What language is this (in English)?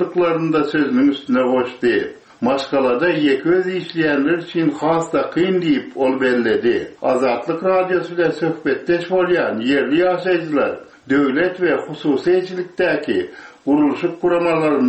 Turkmen